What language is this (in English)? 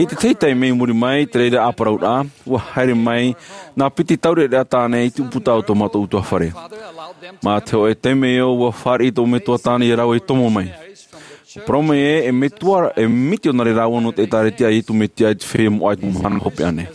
Tahitian